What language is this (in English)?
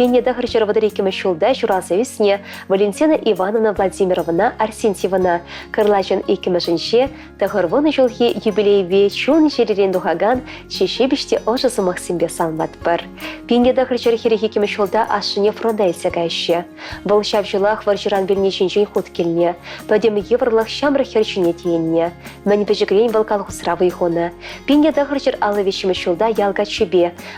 Chuvash